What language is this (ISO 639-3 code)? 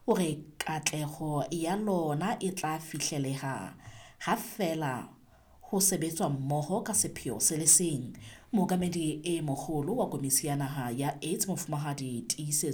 sot